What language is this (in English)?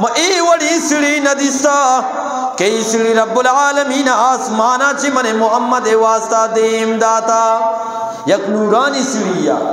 Eastern Balochi